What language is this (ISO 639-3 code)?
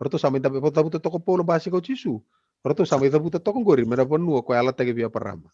fij